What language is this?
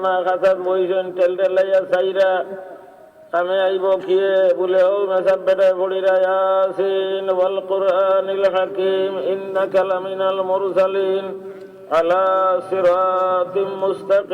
Sylheti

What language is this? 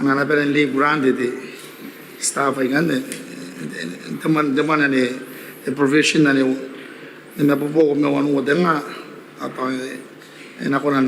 Gilbertese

